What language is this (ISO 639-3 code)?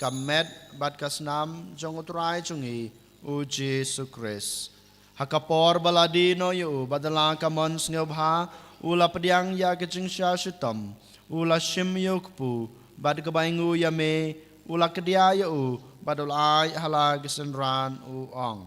kha